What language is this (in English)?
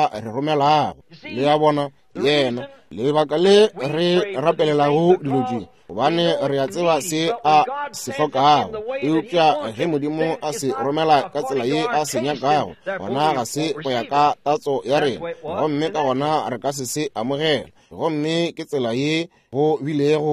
Northern Sotho